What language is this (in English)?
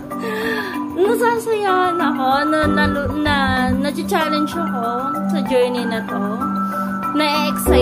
Filipino